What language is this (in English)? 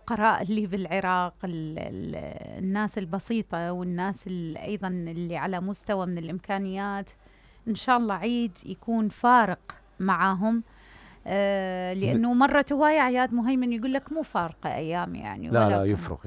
Mesopotamian Arabic